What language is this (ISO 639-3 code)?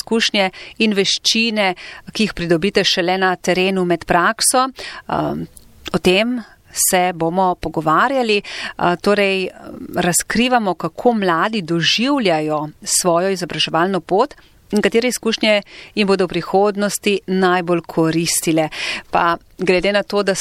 slv